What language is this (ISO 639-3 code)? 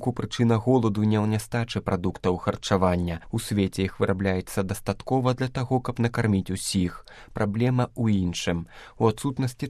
bel